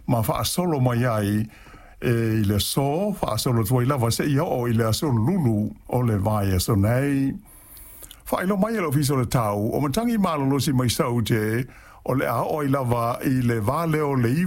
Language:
Samoan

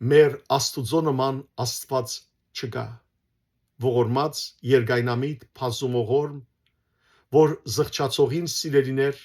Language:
Western Armenian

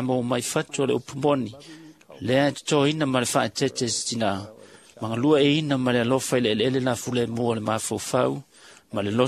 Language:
Samoan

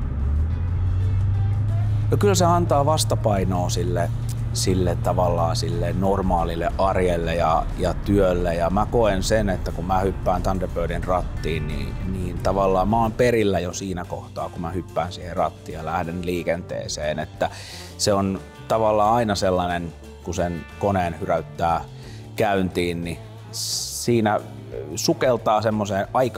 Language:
Finnish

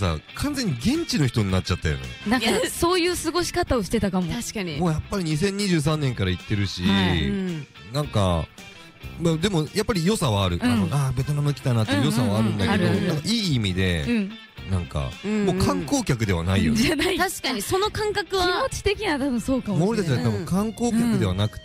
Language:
Japanese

